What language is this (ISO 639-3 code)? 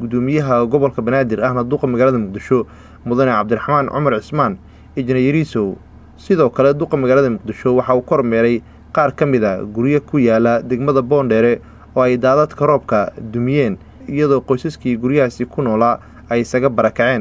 som